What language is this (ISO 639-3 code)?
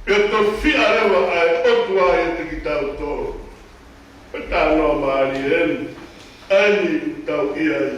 ton